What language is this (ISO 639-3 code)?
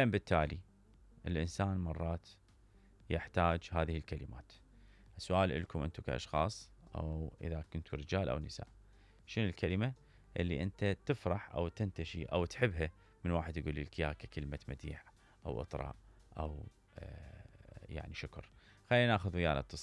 acm